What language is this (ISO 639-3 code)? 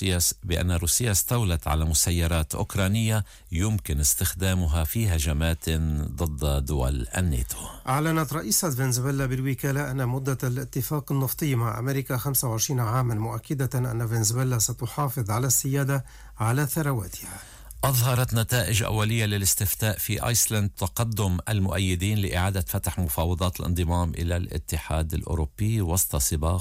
ara